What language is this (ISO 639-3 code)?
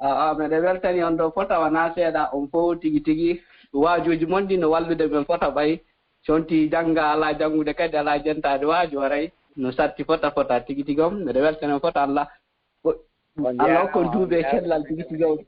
ful